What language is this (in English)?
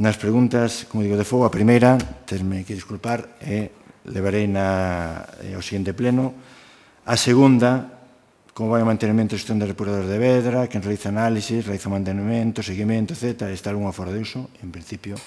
Galician